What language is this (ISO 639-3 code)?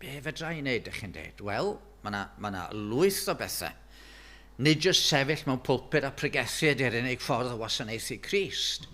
cym